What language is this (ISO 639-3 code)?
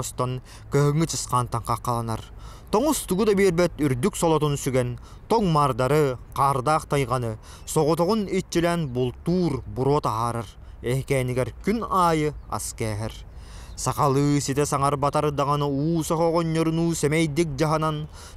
sah